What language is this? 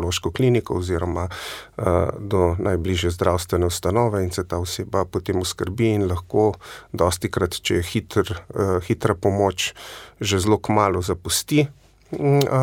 Slovenian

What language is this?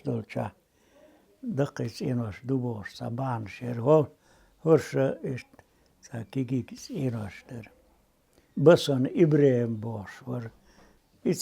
Chechen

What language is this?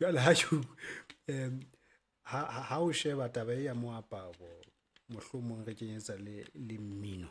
Southern Sotho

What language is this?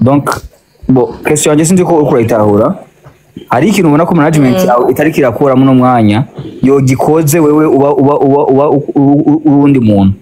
Rundi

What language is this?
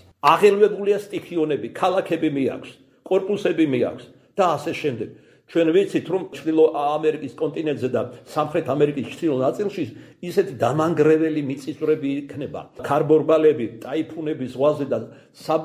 Georgian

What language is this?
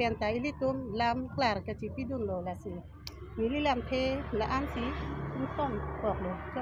Karbi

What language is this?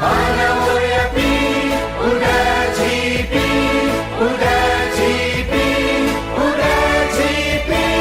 Newari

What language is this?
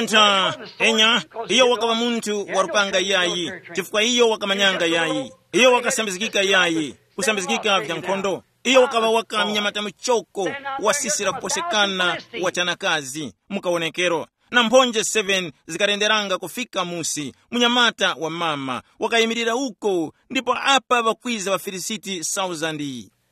Tumbuka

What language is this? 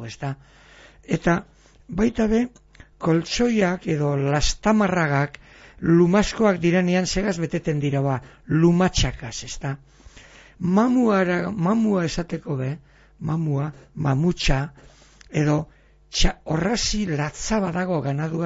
Basque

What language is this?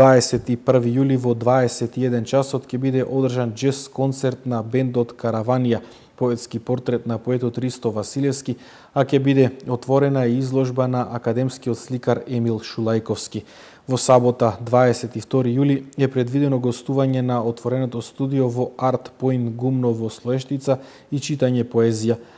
Macedonian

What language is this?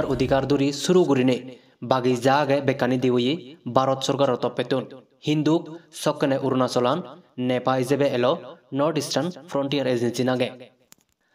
Chakma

